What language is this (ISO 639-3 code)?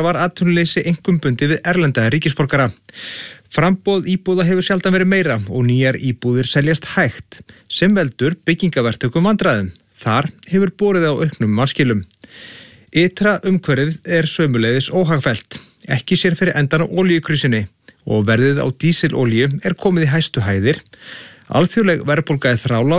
isl